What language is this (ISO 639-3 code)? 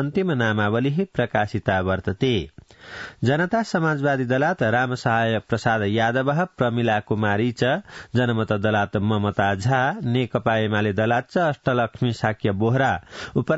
san